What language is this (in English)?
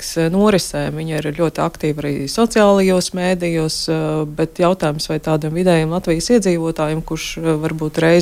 Latvian